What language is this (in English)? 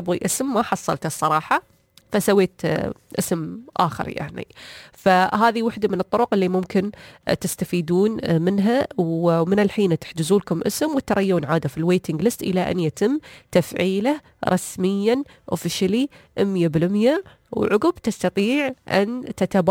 Najdi Arabic